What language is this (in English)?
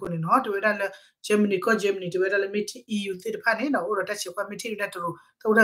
S'gaw Karen